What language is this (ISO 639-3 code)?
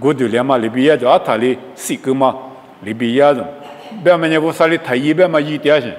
lis